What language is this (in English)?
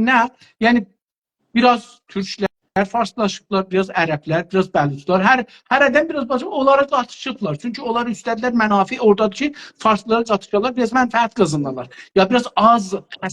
South Azerbaijani